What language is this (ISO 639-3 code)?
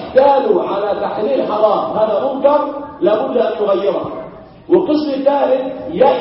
ara